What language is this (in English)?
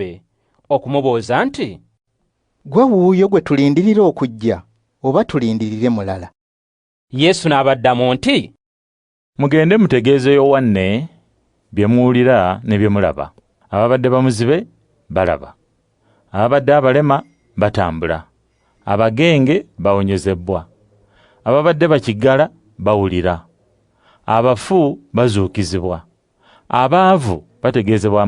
Ganda